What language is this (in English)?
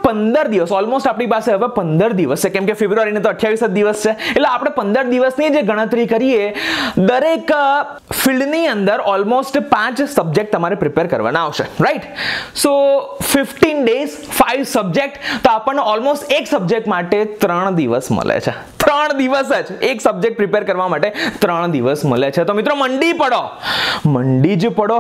Gujarati